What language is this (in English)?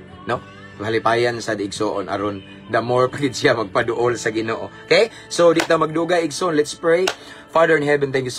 Cebuano